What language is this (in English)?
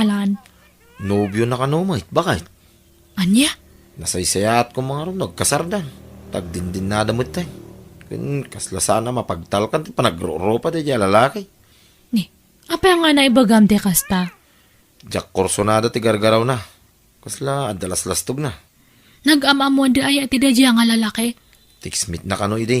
Iloko